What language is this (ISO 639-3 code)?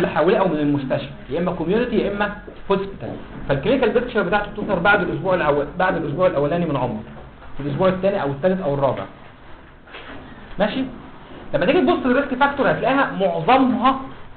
arz